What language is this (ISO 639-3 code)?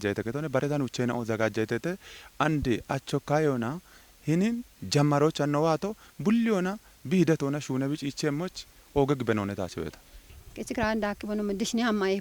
kbr